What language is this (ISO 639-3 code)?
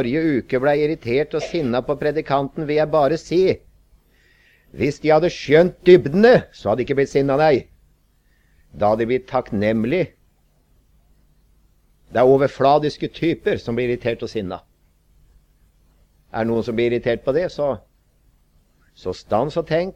nor